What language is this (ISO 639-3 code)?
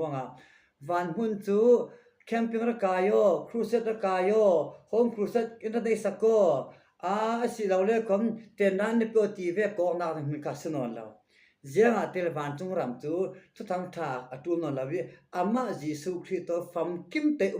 cfm